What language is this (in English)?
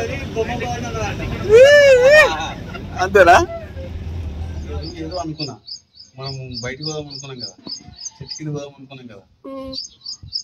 Telugu